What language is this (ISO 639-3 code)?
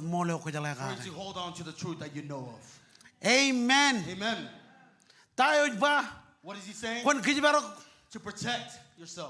mah